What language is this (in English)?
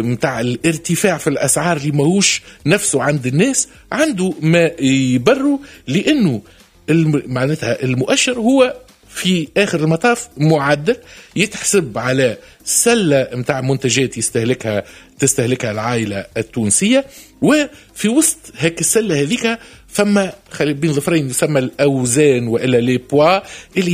Tunisian Arabic